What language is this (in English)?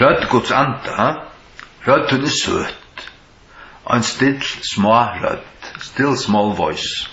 Faroese